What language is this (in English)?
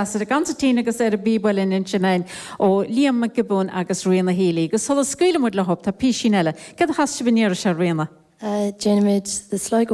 Irish